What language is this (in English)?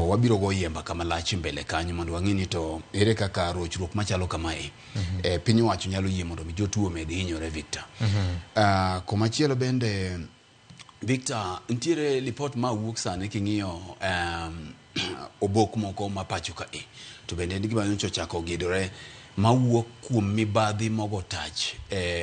Luo (Kenya and Tanzania)